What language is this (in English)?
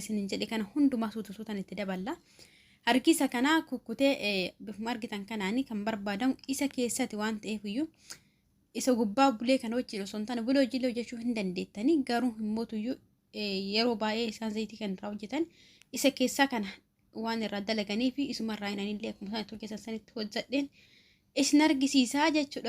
Oromo